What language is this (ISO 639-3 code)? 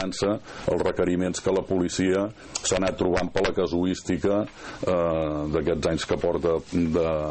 cat